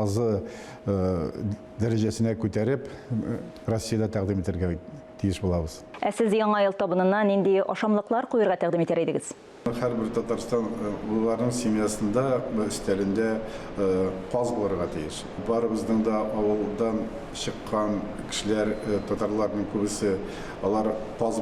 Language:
Tatar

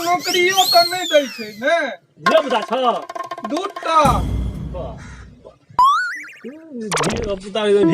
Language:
Maithili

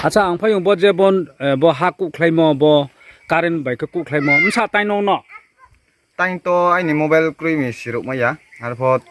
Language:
Riang (India)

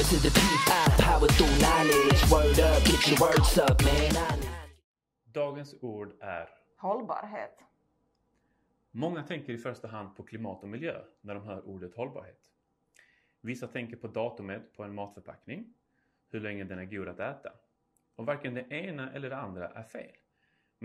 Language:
Swedish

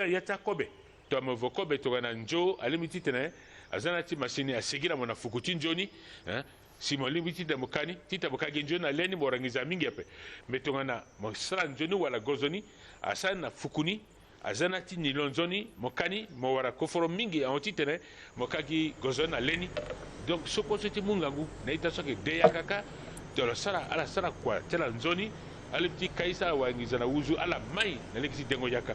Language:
Sango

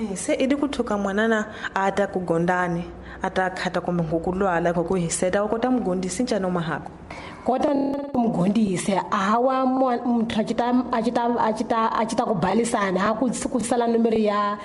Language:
Tsonga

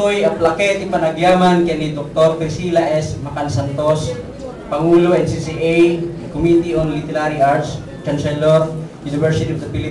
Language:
Iloko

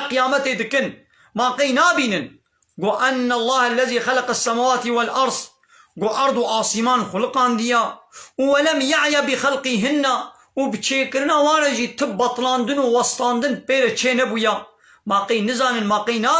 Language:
Kurdish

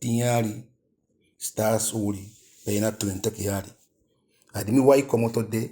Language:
Eastern Maroon Creole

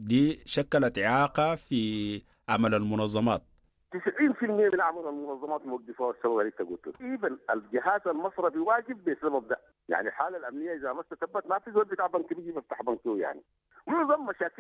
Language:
Sudanese Arabic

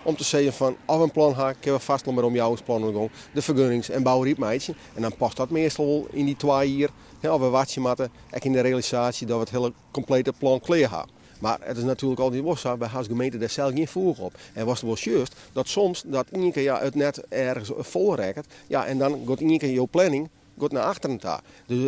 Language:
Western Frisian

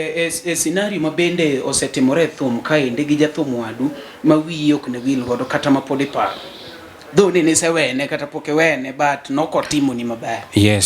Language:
Luo (Kenya and Tanzania)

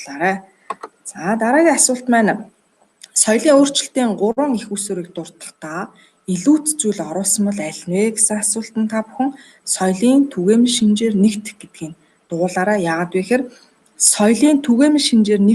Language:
Mongolian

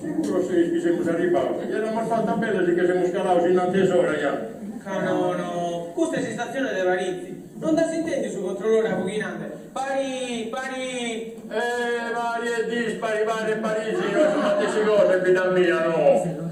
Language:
Sardinian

